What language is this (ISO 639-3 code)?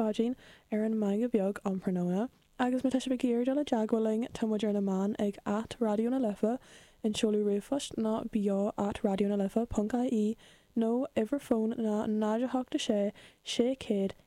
gle